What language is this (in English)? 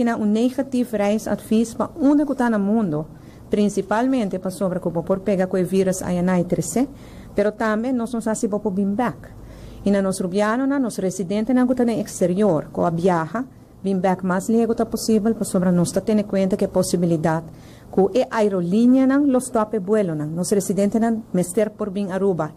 Papiamento